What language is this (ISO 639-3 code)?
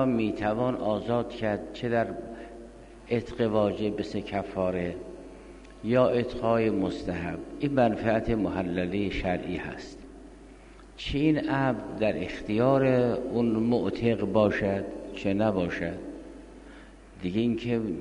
fas